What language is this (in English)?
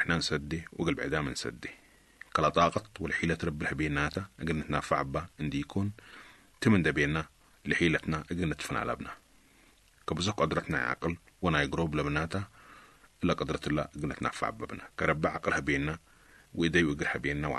Sudanese Arabic